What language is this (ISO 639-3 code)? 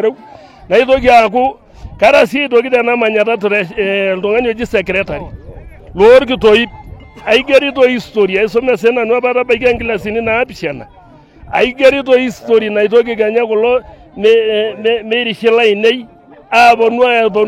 mas